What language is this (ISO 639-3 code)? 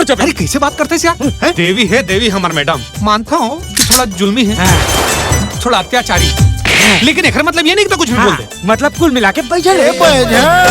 hne